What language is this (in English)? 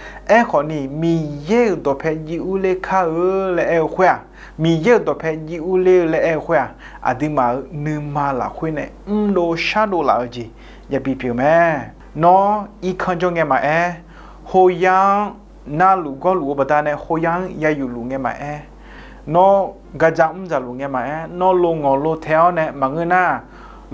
Akha